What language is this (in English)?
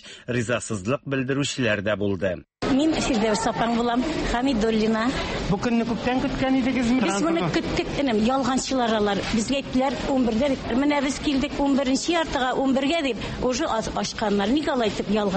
Tatar